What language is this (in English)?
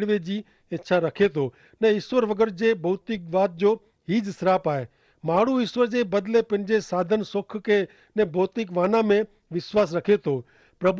Kachhi